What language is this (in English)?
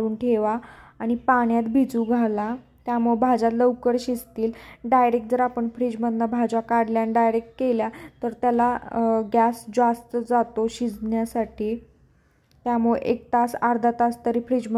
Marathi